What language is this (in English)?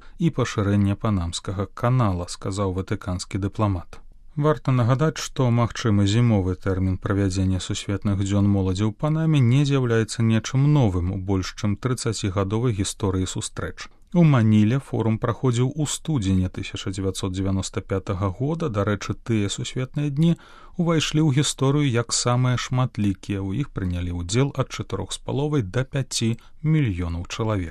Belarusian